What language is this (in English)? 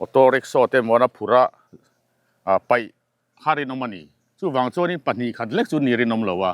Mizo